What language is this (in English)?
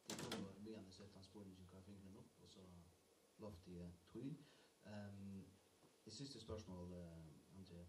Faroese